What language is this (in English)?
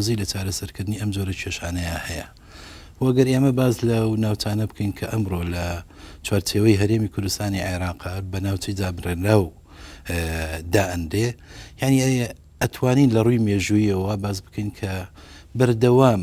Central Kurdish